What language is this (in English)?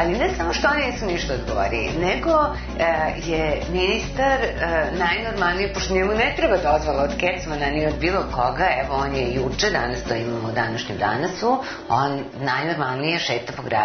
Serbian